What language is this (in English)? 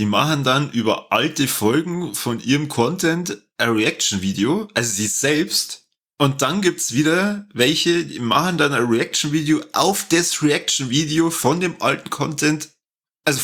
German